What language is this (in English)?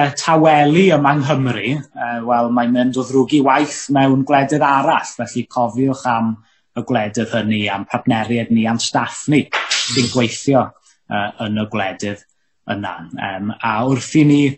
Welsh